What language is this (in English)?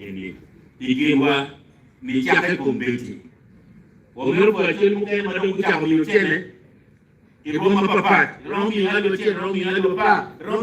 Acoli